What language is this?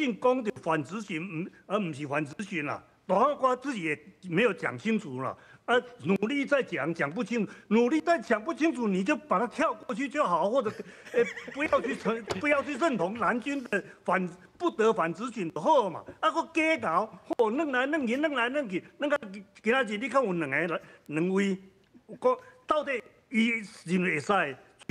Min Nan Chinese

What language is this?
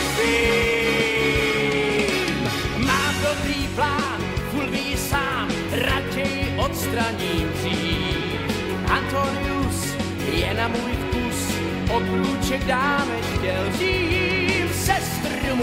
Czech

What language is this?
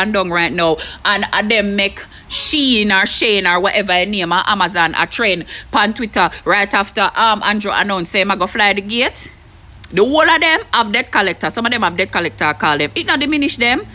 Jamaican Creole English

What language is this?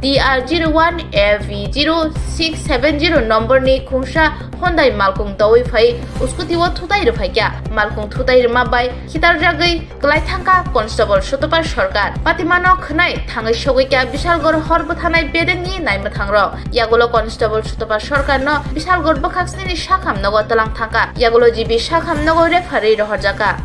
Kok Borok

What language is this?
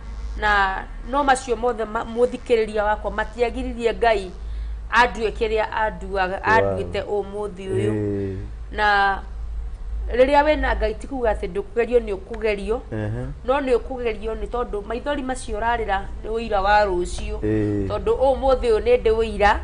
Kikuyu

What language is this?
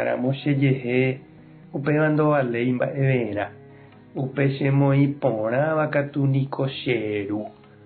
Guarani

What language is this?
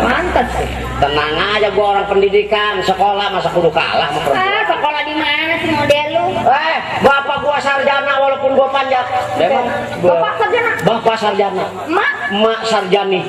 Betawi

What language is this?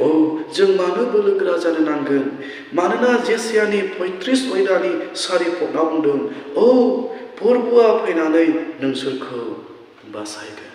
Bodo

